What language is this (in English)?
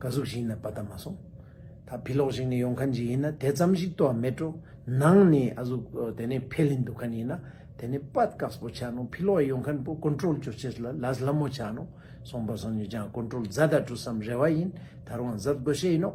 Ladakhi